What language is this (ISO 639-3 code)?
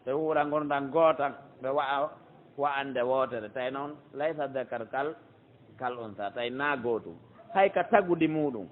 fuf